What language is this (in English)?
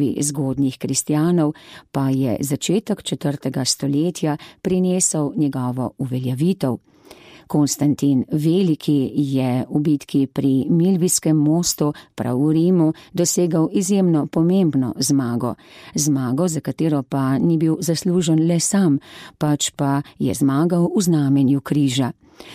Slovenian